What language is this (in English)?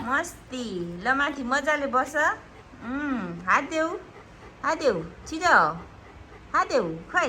Nepali